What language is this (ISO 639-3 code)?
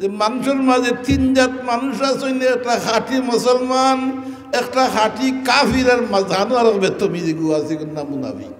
syl